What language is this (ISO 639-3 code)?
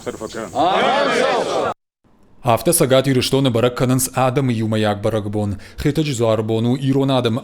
oss